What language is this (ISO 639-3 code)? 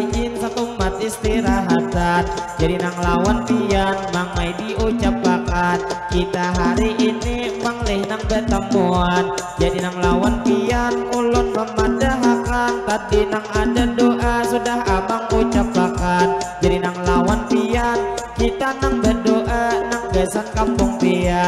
bjn